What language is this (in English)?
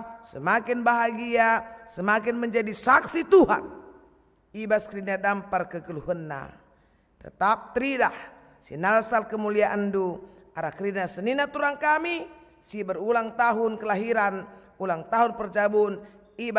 Batak Karo